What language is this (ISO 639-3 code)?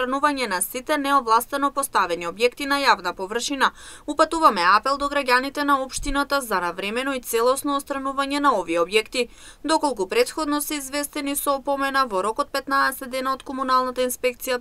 mkd